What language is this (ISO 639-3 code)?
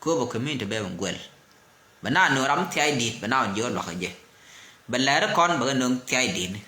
nus